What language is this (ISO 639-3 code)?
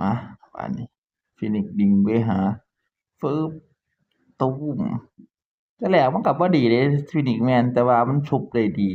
tts